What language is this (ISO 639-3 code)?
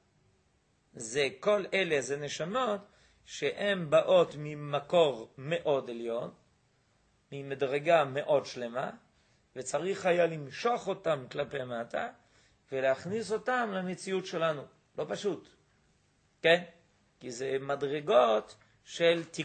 heb